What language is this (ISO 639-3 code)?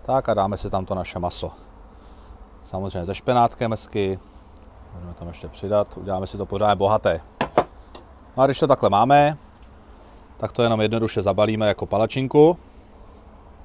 ces